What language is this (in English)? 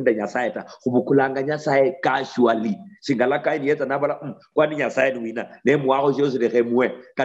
Luyia